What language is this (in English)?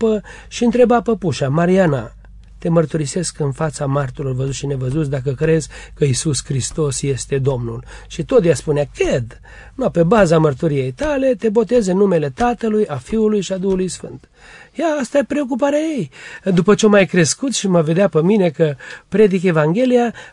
Romanian